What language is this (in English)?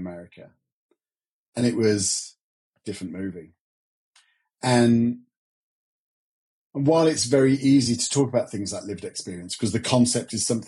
English